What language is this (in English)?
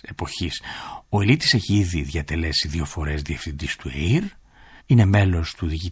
Greek